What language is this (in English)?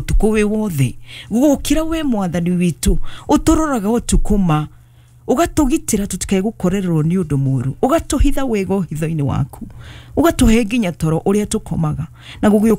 Kikuyu